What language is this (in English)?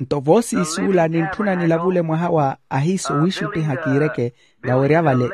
Makhuwa